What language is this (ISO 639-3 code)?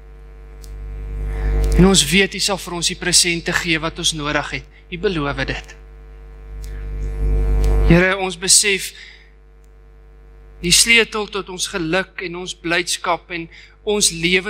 afr